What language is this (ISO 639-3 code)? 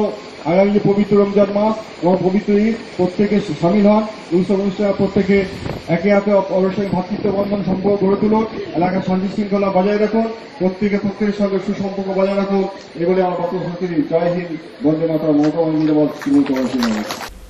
ben